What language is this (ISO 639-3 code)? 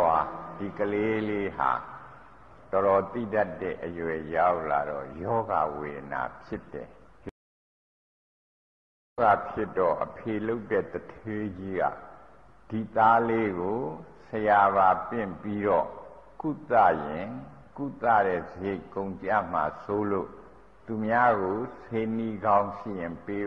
mya